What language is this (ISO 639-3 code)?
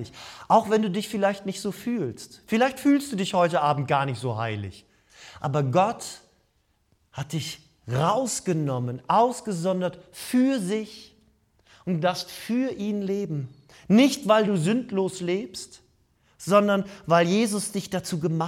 deu